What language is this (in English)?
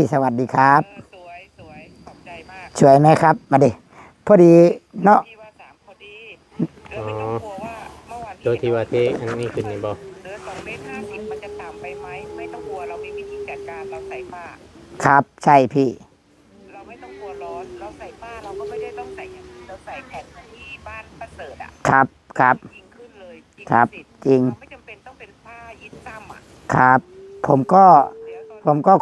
Northeastern Thai